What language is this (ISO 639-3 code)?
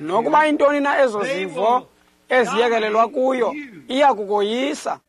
xho